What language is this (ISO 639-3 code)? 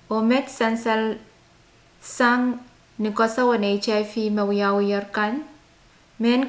pon